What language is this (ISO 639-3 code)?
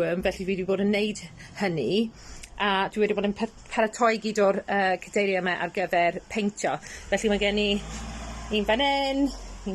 cym